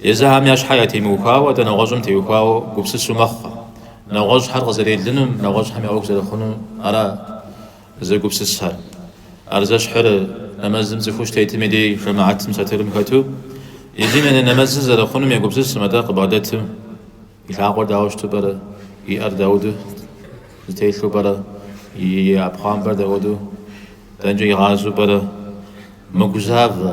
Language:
Kabardian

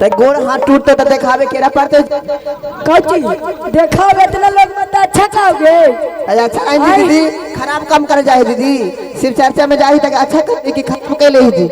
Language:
Magahi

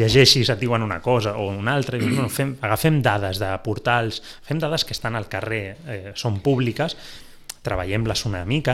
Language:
Catalan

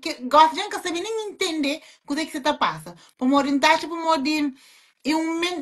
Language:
Kabuverdianu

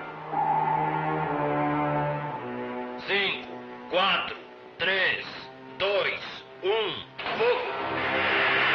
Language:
Portuguese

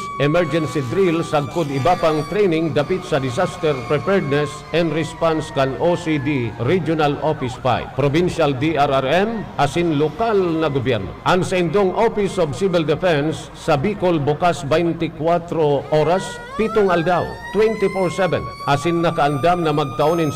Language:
Bikol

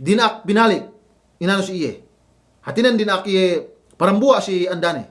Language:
Yakan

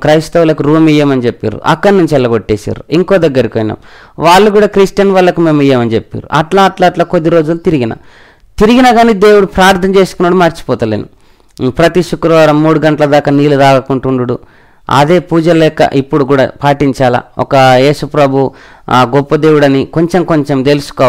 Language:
Telugu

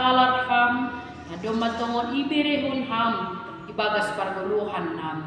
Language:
Batak Simalungun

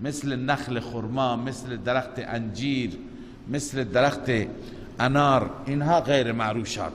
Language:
Persian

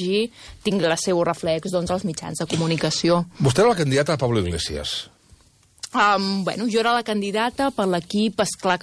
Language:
Catalan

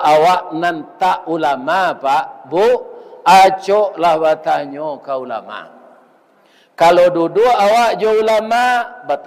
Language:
Minangkabau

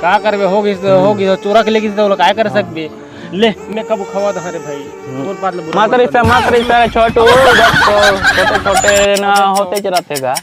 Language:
Chhattisgarhi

